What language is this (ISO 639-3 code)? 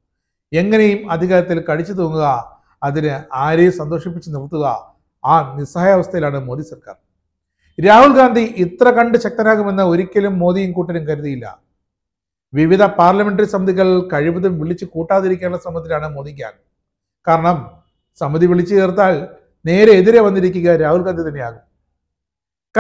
mal